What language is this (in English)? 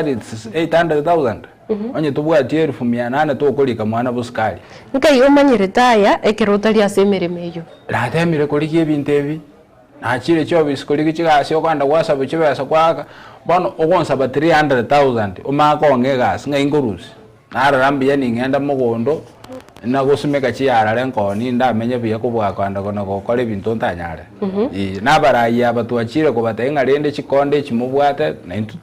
Gusii